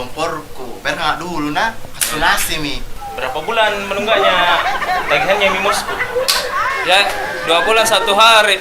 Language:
Makassar Malay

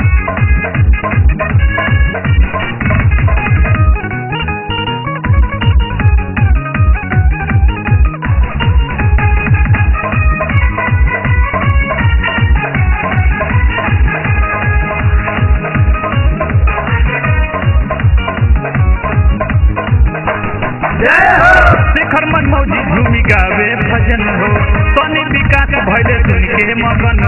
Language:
Bhojpuri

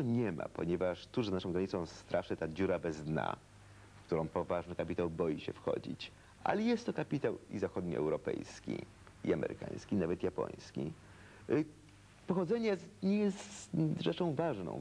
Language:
Polish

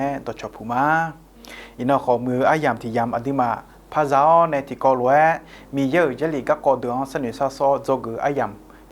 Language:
Akha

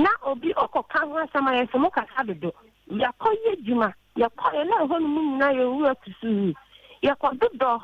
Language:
Akan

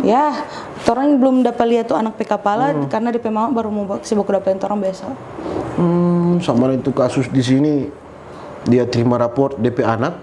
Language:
Manado Malay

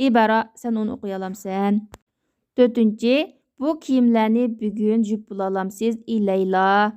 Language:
Uyghur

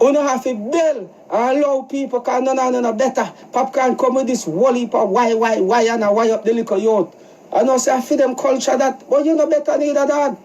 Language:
Jamaican Creole English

